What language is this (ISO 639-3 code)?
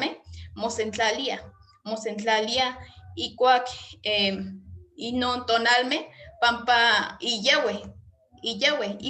nhe